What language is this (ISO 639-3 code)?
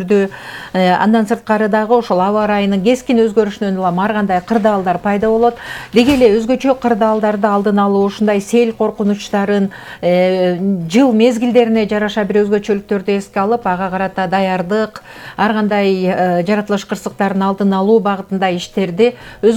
kir